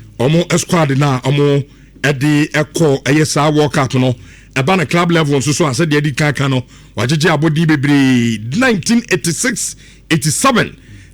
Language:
Akan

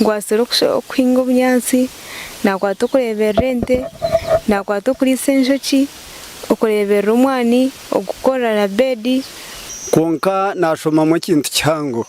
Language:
Nyankole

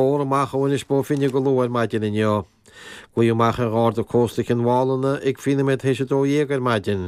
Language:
Irish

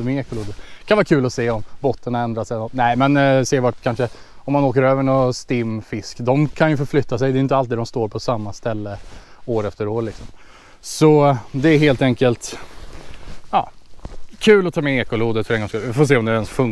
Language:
Swedish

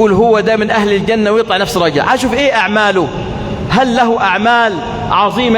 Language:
Egyptian Arabic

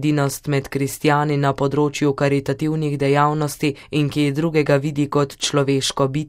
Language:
Slovenian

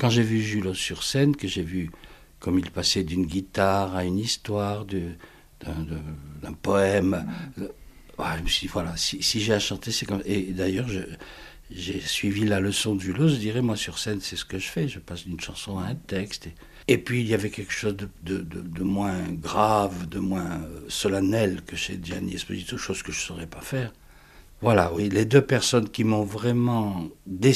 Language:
French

